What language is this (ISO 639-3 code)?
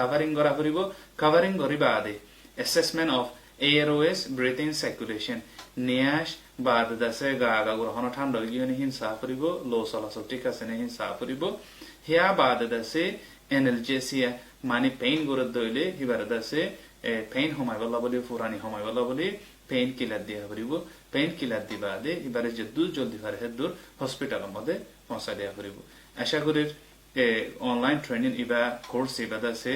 rhg